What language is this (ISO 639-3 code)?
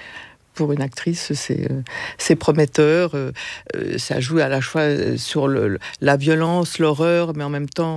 fra